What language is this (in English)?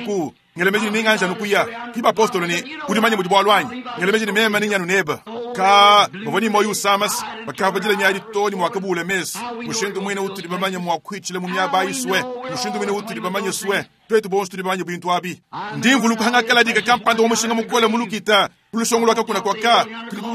Luba-Lulua